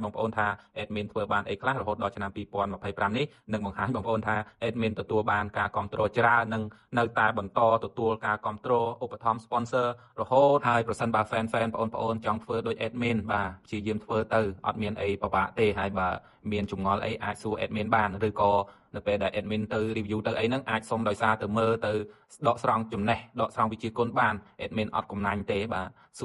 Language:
Khmer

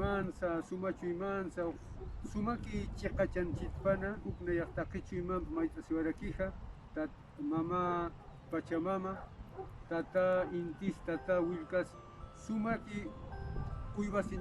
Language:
Aymara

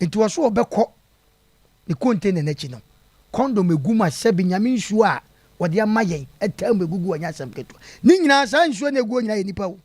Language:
Akan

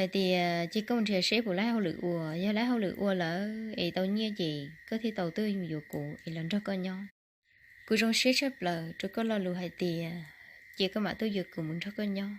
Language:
Hmong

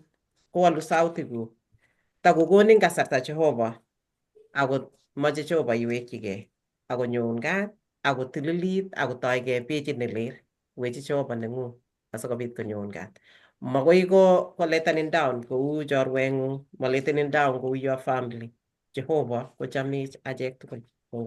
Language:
Kalenjin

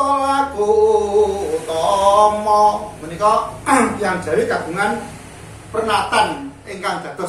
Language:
Javanese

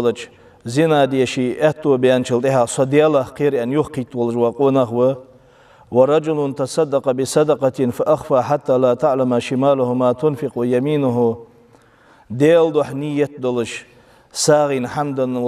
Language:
Ingush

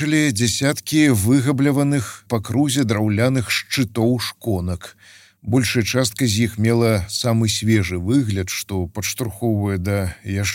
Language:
Belarusian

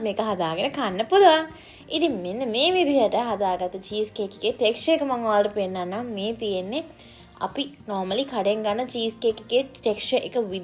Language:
Sinhala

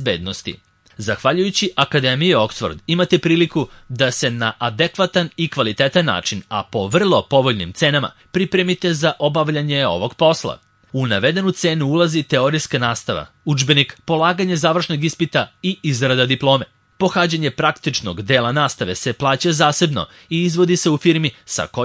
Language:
Serbian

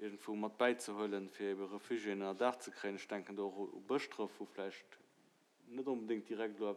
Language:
Luxembourgish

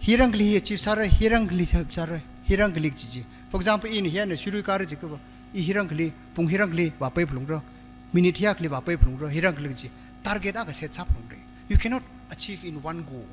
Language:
Tangkhul Naga (India)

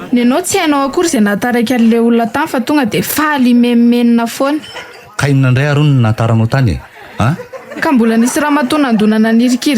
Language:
Malagasy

